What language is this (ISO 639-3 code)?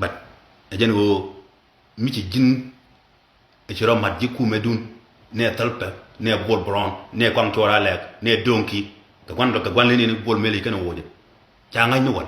nus